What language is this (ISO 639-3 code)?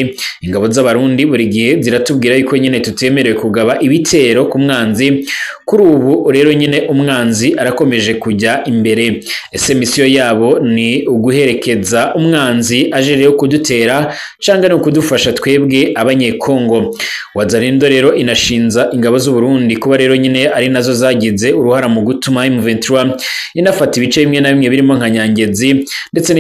run